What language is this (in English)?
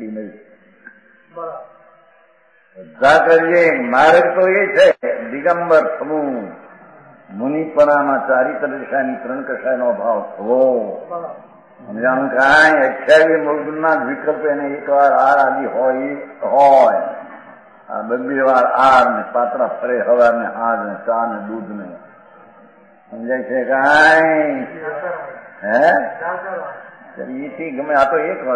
Gujarati